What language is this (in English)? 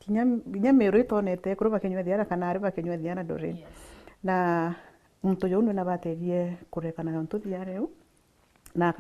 Meru